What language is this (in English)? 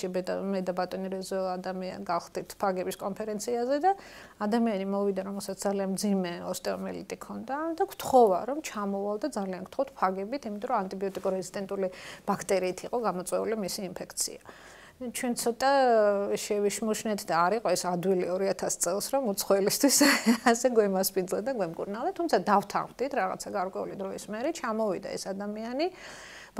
Georgian